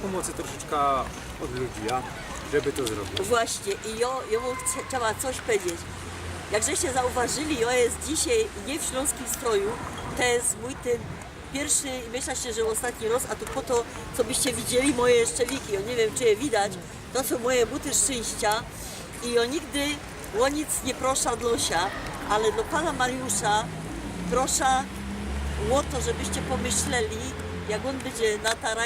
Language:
Silesian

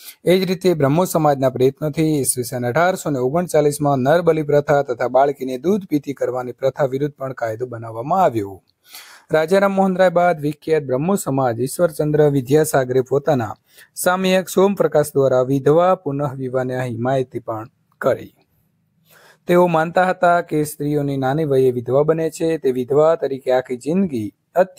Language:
Gujarati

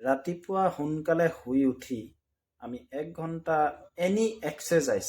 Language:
Assamese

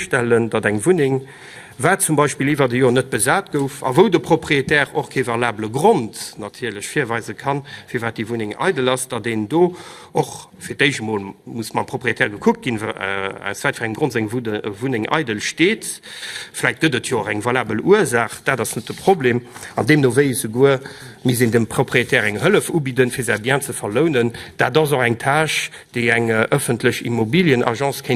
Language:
Luxembourgish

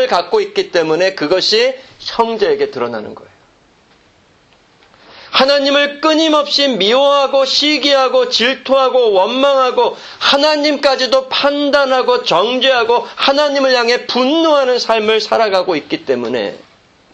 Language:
Korean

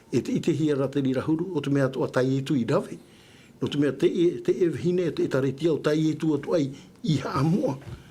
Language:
Tahitian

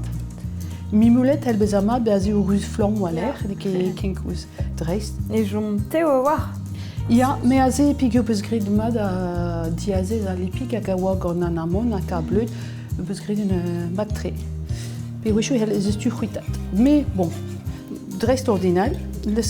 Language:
Breton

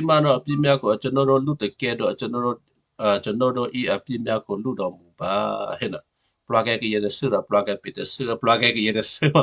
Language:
Western Kayah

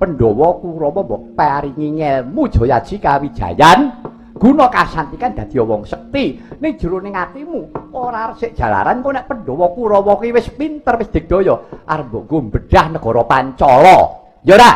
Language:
Javanese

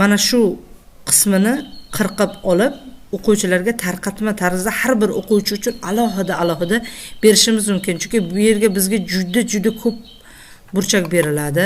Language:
Uzbek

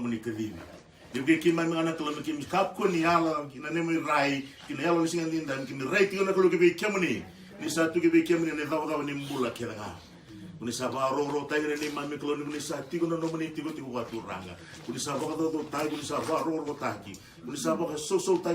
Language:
Fijian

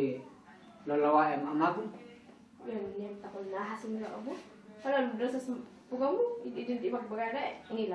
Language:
Kankanaey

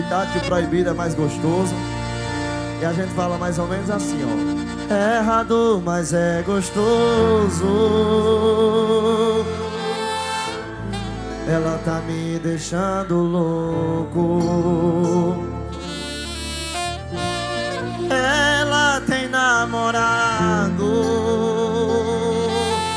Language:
Portuguese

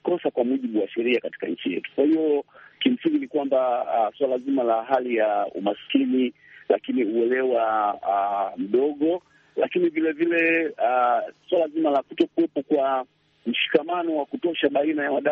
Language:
Swahili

